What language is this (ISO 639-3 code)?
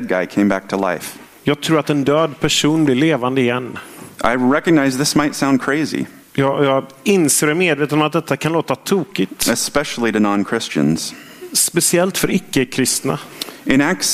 swe